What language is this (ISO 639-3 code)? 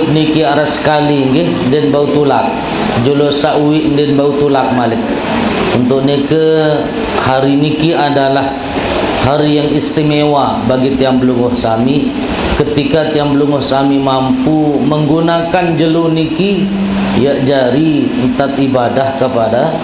sas